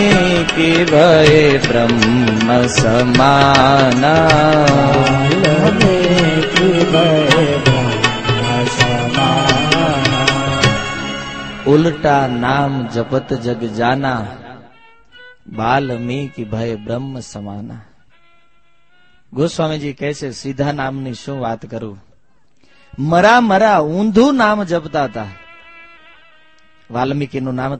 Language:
Gujarati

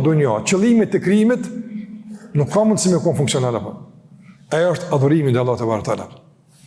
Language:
Albanian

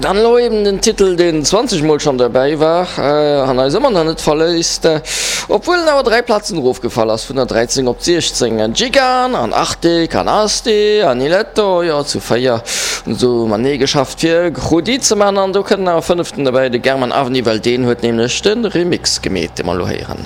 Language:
Luxembourgish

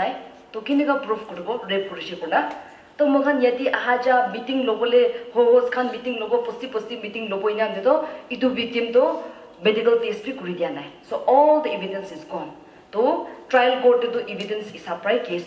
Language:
Naga Pidgin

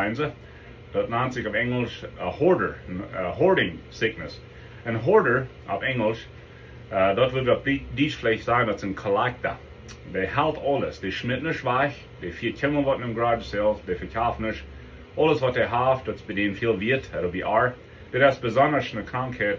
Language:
Plautdietsch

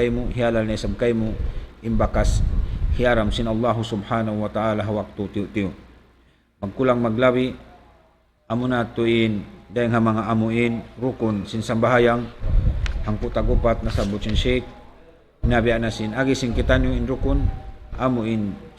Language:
Tausug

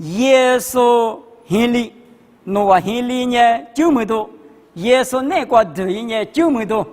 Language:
Lisu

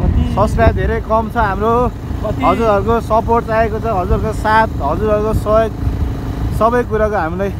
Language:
Nepali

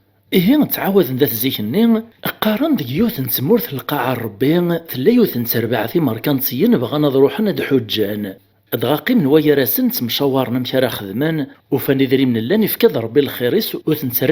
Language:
Kabyle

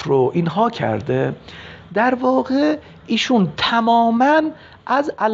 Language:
Persian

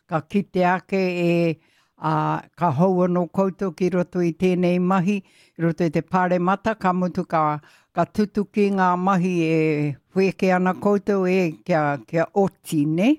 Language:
Māori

